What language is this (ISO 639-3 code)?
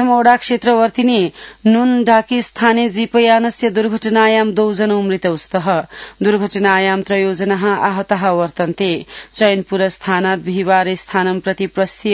san